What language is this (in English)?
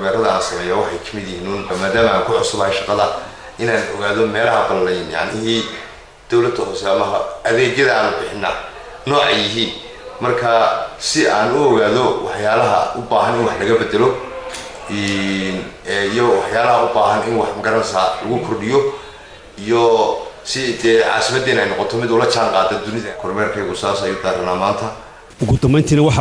Somali